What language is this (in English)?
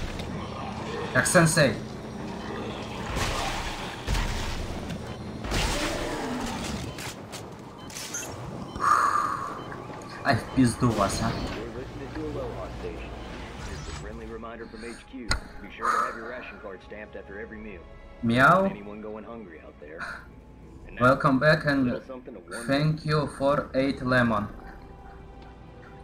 Russian